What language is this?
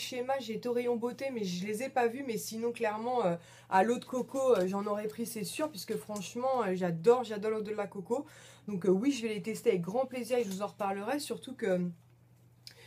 French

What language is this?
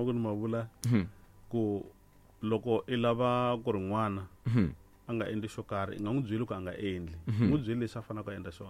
Tsonga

